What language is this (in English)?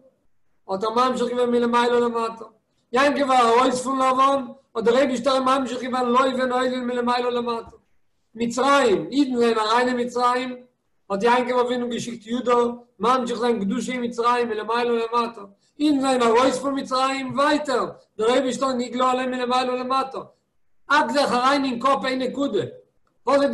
Yiddish